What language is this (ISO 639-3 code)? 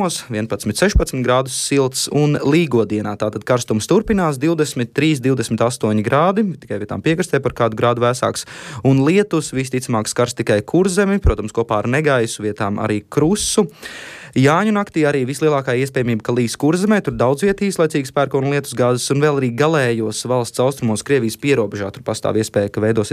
lav